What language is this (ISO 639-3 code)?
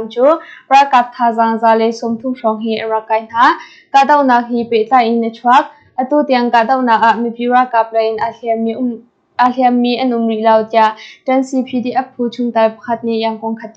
cnh